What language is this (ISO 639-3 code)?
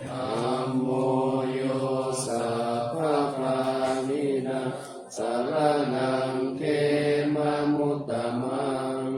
pli